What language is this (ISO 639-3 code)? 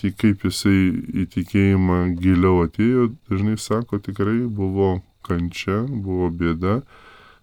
lit